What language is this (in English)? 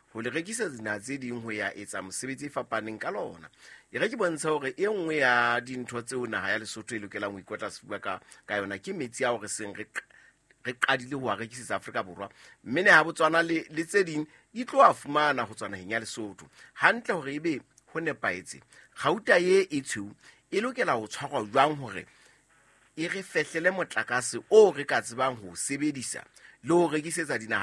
Southern Sotho